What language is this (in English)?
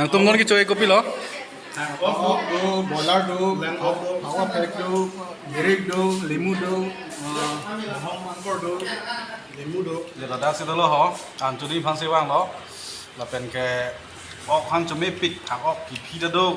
Karbi